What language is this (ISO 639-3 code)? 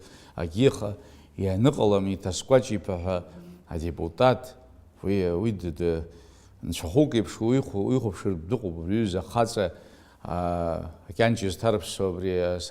abk